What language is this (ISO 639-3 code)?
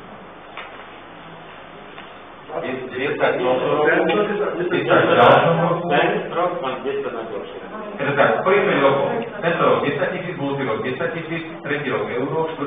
slk